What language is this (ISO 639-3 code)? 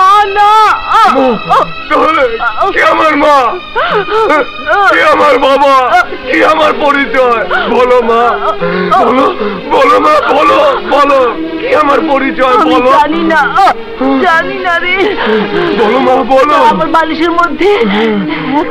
ben